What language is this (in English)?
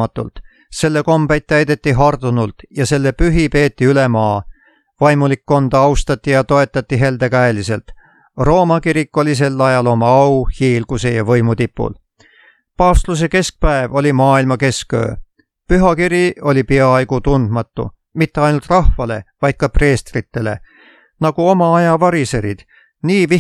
Estonian